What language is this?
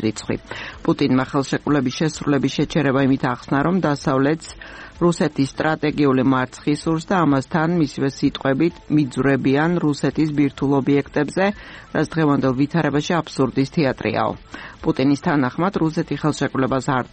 Georgian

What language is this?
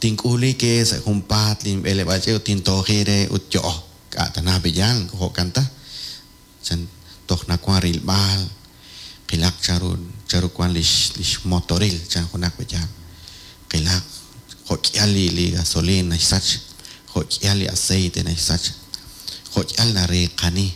Kekchí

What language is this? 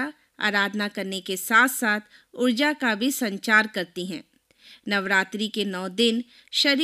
Hindi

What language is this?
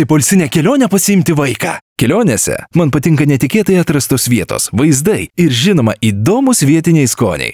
Lithuanian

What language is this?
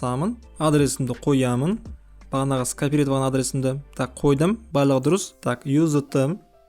Kazakh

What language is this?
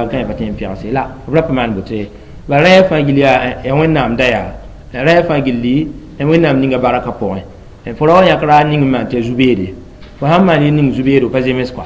Mossi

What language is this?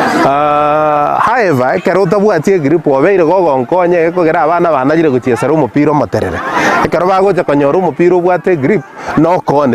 Gusii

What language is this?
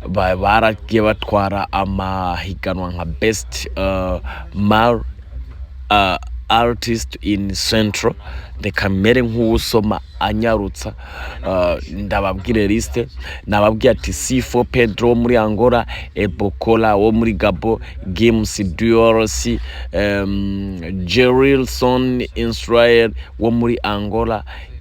Rundi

